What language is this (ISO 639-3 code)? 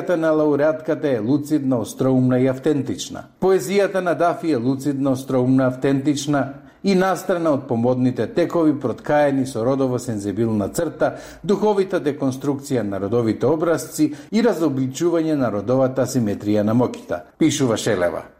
mkd